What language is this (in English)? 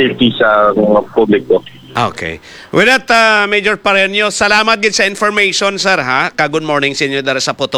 Hiligaynon